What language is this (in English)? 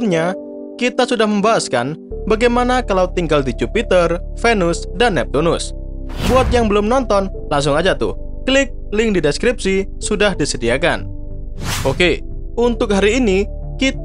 Indonesian